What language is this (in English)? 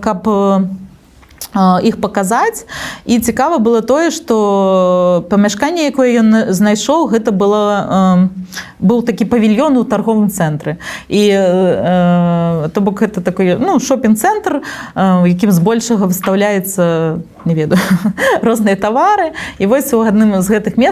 Belarusian